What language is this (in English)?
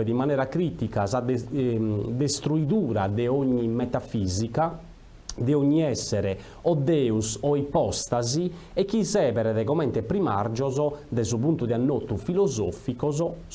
Sardinian